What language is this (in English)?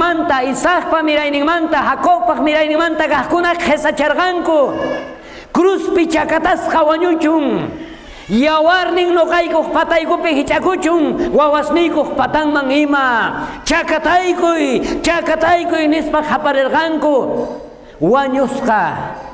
South Bolivian Quechua